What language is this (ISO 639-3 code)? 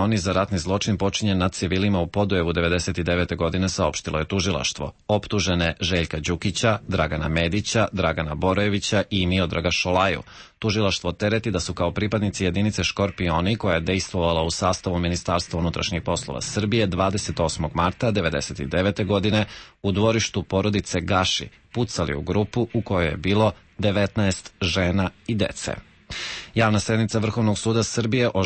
srp